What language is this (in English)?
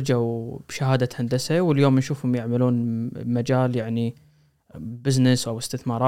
Gulf Arabic